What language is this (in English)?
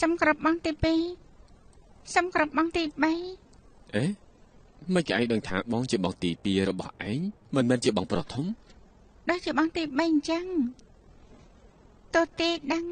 Khmer